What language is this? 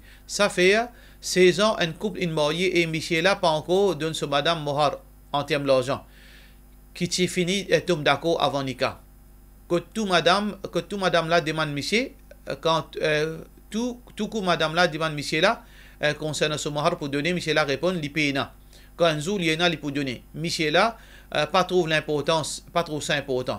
Morisyen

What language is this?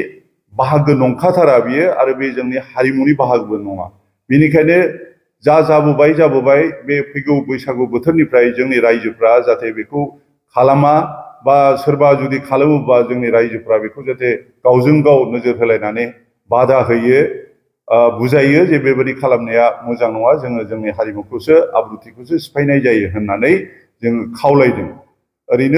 Bodo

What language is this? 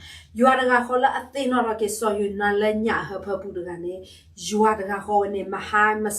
S'gaw Karen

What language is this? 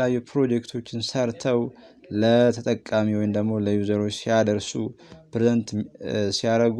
Amharic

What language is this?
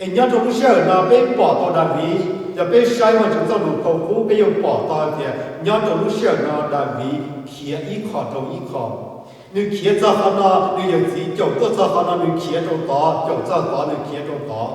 Hmong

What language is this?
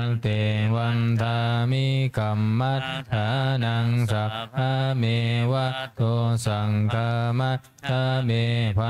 Pali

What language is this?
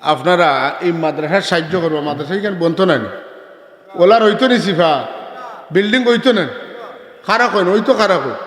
Sylheti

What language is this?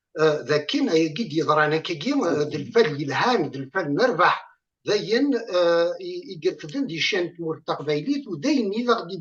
Kabyle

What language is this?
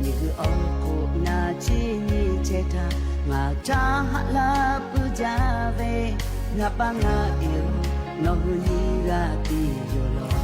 Lahu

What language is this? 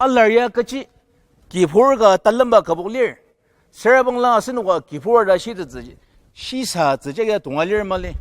Ao Naga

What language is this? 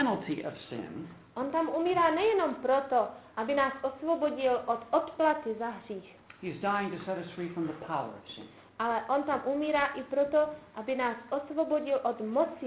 Czech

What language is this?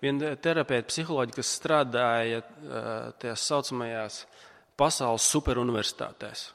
Latvian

